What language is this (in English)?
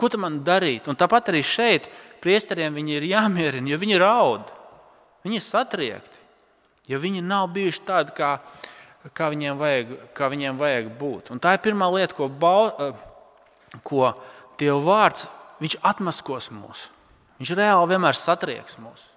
Latvian